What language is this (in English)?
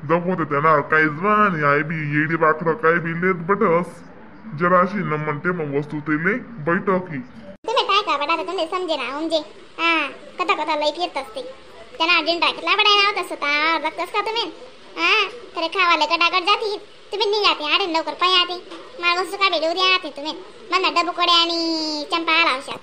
Khandesi